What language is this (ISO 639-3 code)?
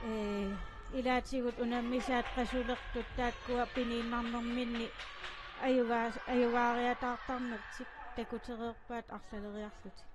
kal